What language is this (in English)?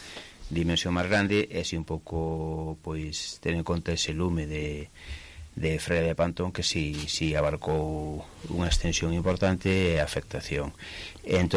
Galician